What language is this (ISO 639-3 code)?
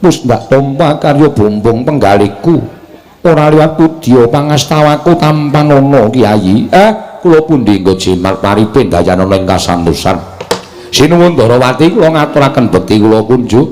jav